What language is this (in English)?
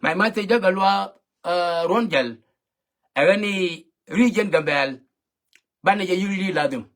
Nuer